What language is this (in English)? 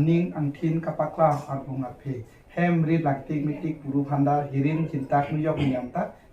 Karbi